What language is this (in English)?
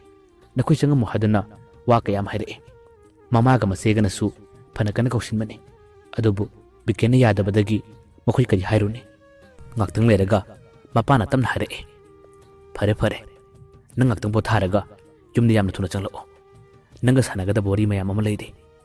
Manipuri